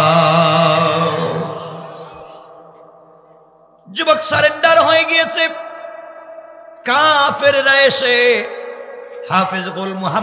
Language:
Bangla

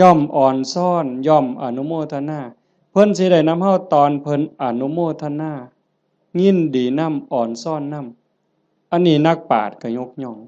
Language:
Northeastern Thai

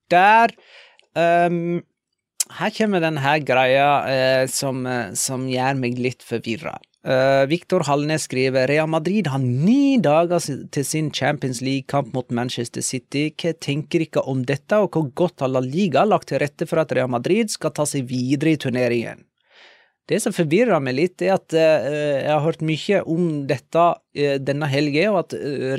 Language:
Norwegian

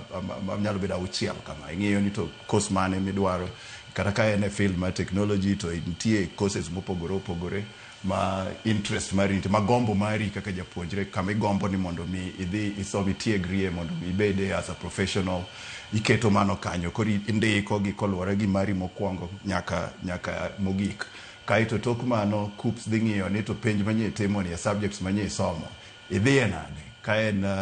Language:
Luo (Kenya and Tanzania)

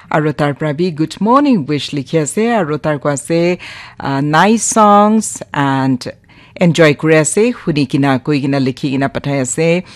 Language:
Naga Pidgin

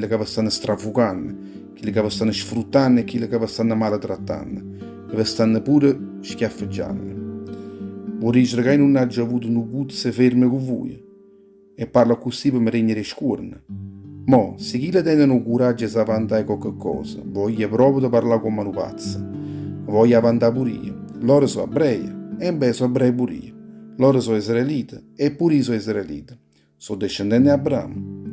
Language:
Neapolitan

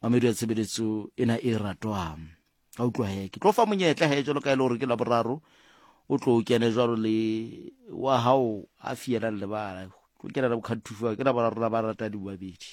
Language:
Southern Sotho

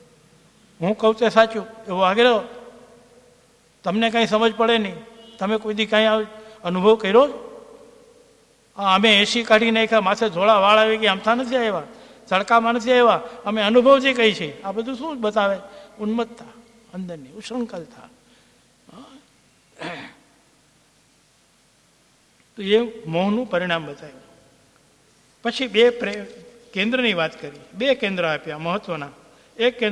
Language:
Gujarati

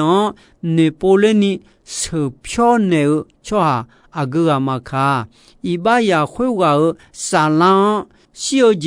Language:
Akha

